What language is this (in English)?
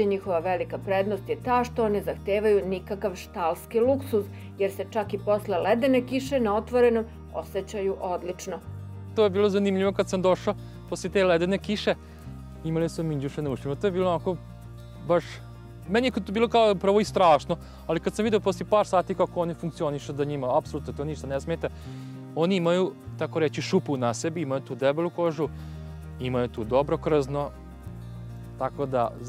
Serbian